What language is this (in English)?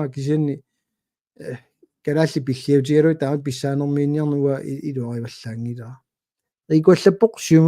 Kalaallisut